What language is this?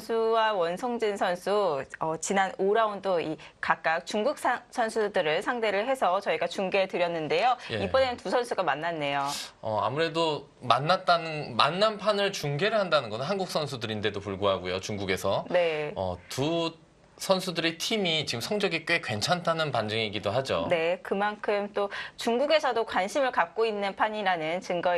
Korean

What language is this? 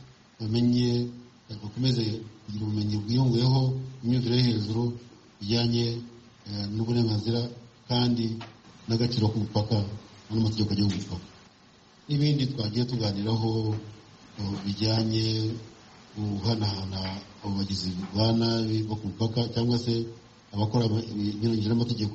Kinyarwanda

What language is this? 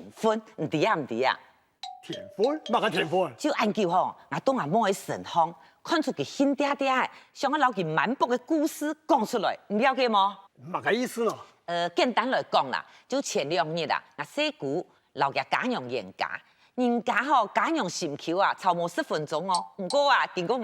Hakka Chinese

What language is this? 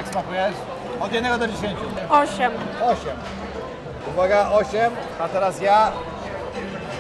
Polish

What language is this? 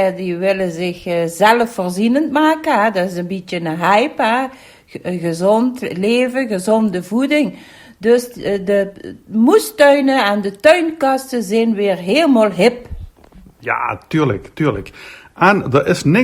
Limburgish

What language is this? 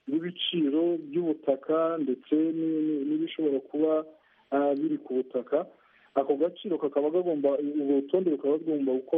Kinyarwanda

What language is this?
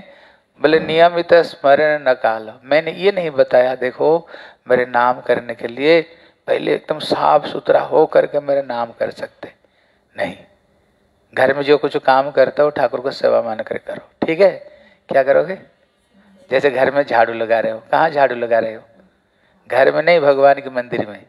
Hindi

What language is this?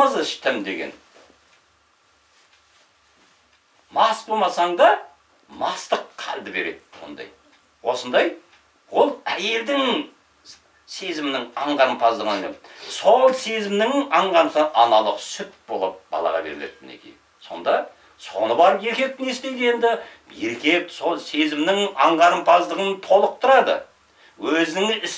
Kazakh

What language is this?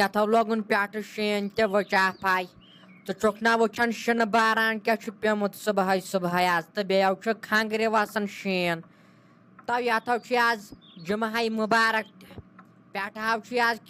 Kashmiri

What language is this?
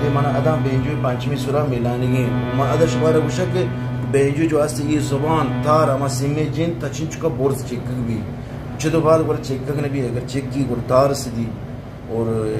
Eastern Balochi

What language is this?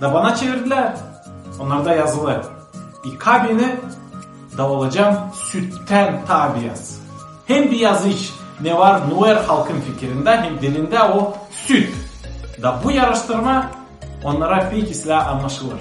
Gagauz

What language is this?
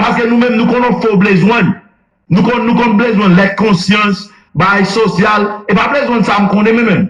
Haitian Creole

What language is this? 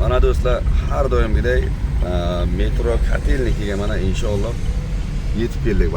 Uzbek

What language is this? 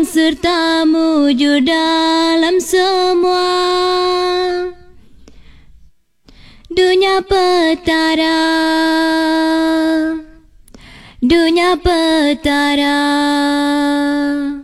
Iban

